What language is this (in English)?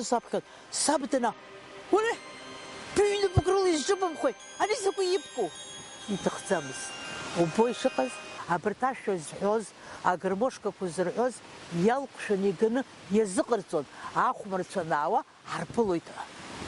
Abkhazian